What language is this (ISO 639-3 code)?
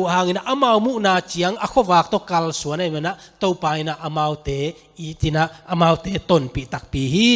ctd